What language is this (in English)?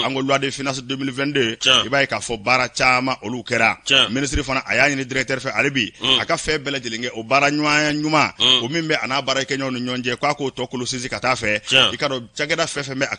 Bambara